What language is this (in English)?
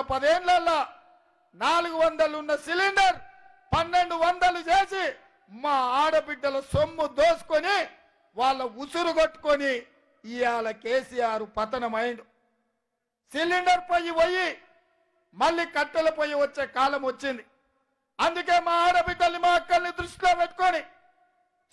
Telugu